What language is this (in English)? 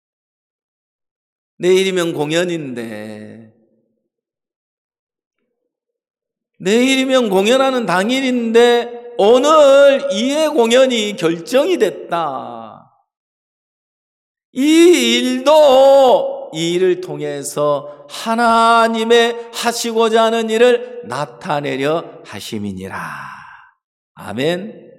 Korean